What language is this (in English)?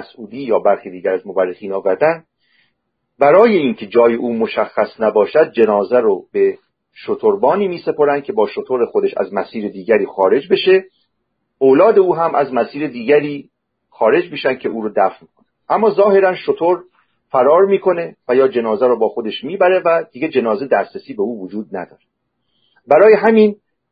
Persian